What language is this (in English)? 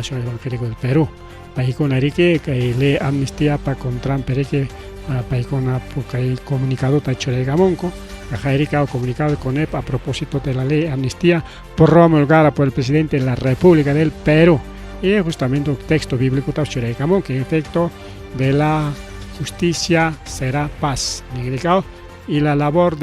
Ayacucho Quechua